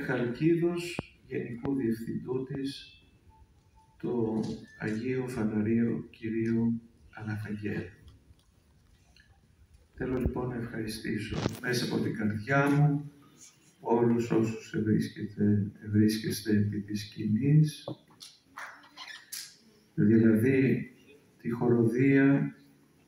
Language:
Greek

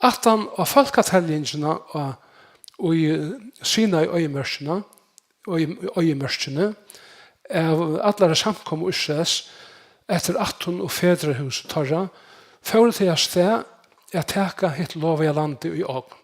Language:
Faroese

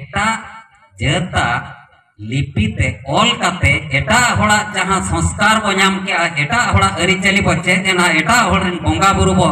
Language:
Santali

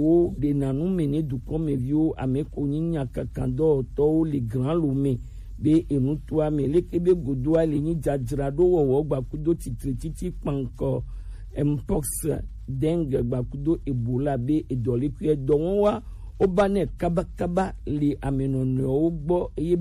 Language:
Gen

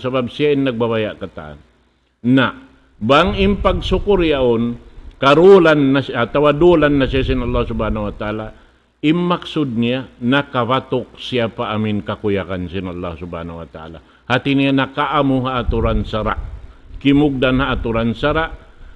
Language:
Tausug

